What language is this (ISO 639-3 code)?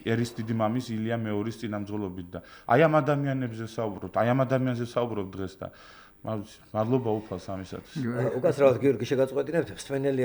kat